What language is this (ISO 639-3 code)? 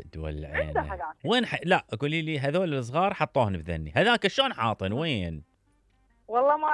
acm